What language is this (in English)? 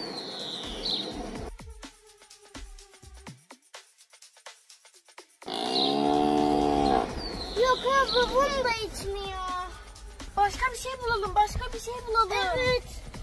Turkish